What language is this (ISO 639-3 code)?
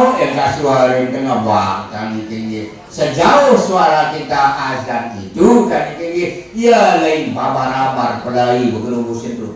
sas